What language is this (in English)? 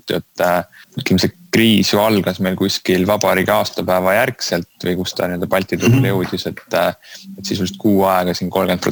Estonian